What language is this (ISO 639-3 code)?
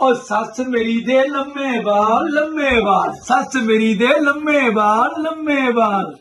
doi